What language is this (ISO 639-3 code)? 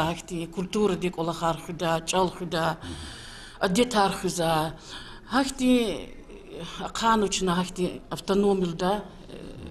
lez